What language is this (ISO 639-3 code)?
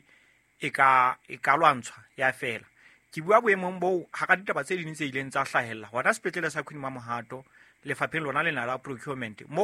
sot